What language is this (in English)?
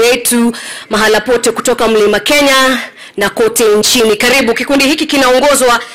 Swahili